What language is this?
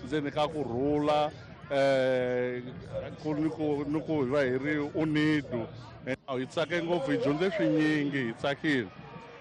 Tsonga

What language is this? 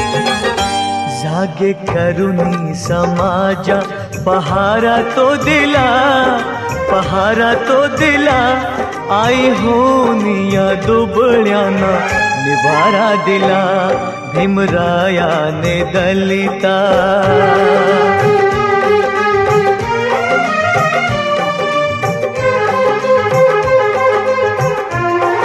Marathi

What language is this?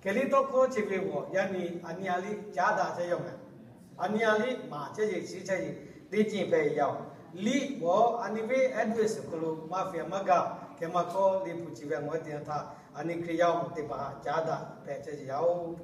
Lahu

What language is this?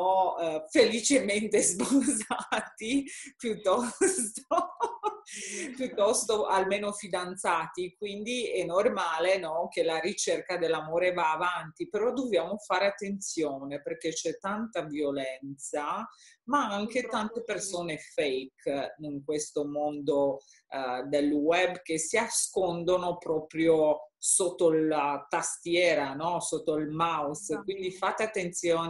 Italian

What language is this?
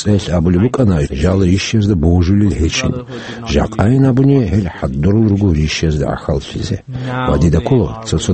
Avaric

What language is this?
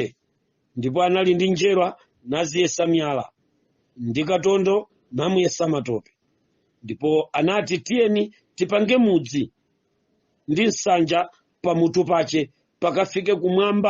Nyanja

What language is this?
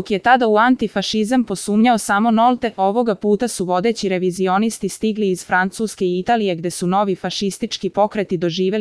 Serbian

